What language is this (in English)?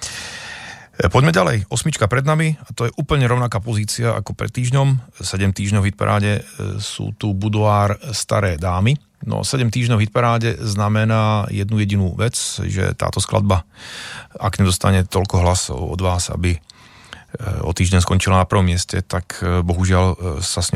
Slovak